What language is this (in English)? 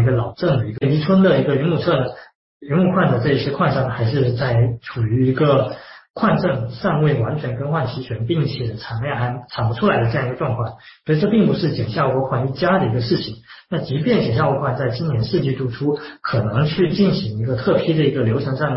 Chinese